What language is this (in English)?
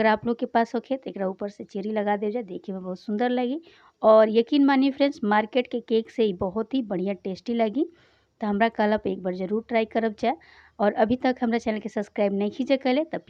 Bhojpuri